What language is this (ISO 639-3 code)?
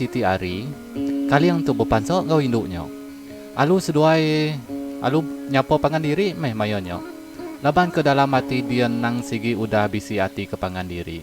iba